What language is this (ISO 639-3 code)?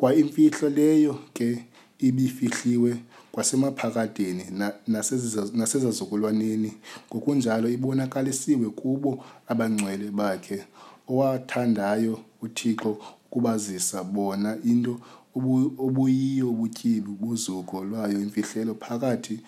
xho